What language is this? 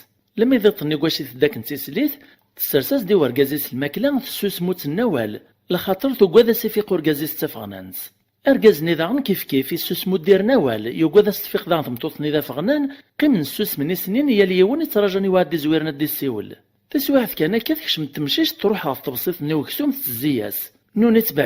Kabyle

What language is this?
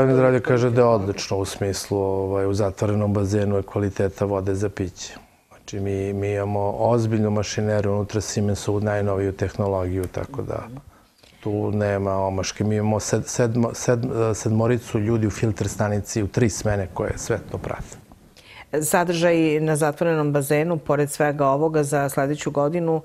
Serbian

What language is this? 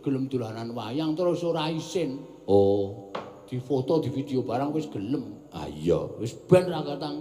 Javanese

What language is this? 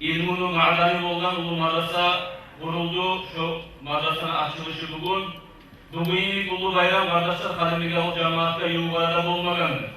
Kumyk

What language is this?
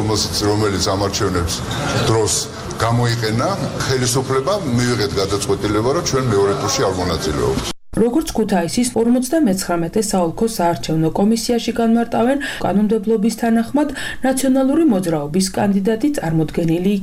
Georgian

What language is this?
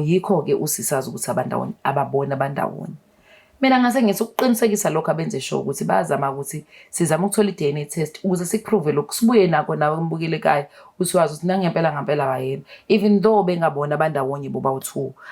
Zulu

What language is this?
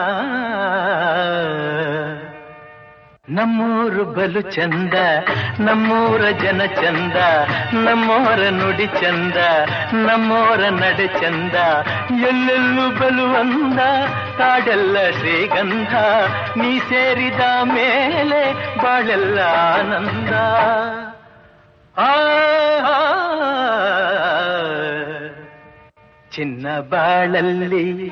Kannada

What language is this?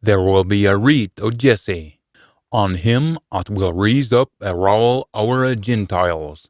Scots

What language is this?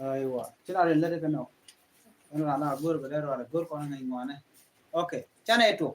Nuer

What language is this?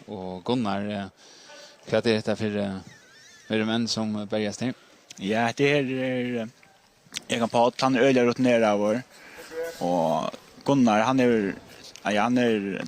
Faroese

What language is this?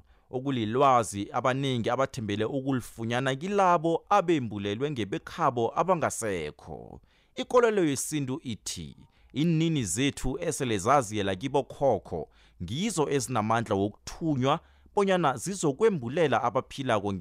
South Ndebele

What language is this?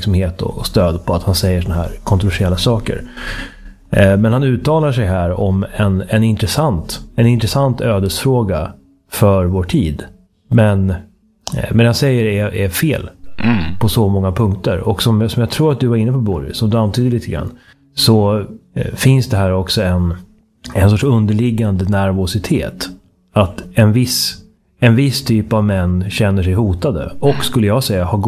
Swedish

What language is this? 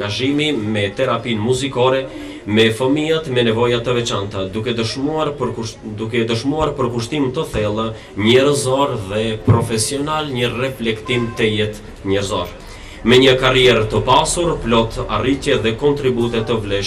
Albanian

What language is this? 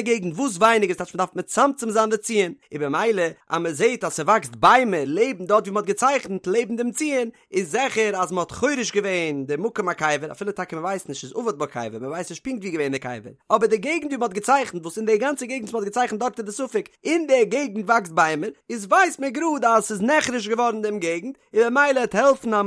Yiddish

